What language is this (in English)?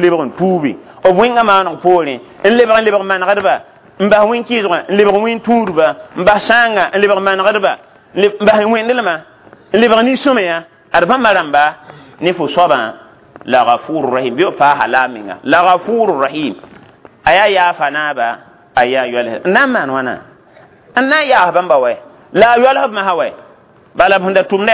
Mossi